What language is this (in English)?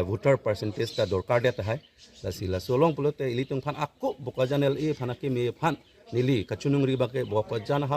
Karbi